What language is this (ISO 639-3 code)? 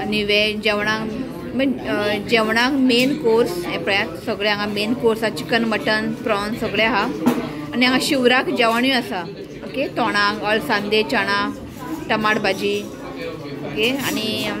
kok